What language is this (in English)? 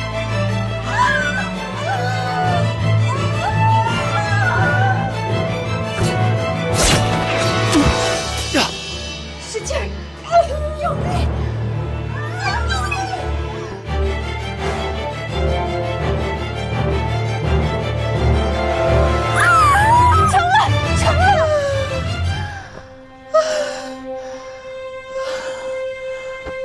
Chinese